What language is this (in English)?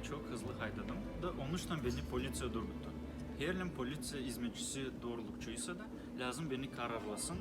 Gagauz